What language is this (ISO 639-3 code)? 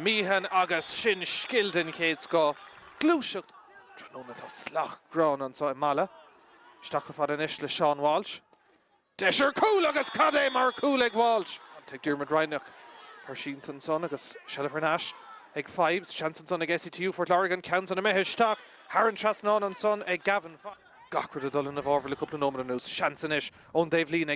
gle